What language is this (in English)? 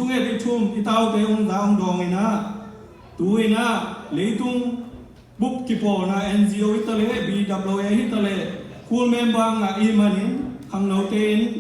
Tedim Chin